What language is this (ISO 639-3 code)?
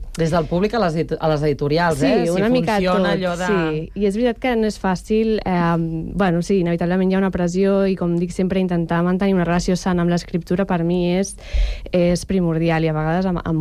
cat